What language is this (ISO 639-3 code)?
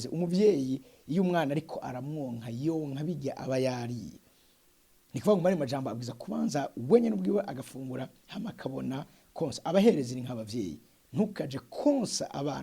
run